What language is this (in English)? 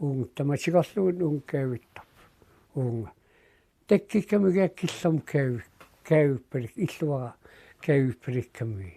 Kalaallisut